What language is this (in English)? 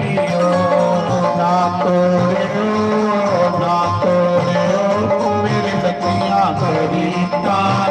Dogri